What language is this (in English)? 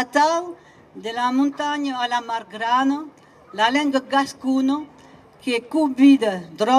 Occitan